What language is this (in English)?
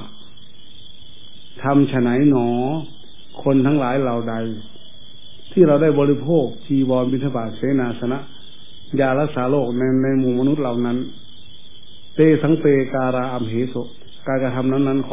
Thai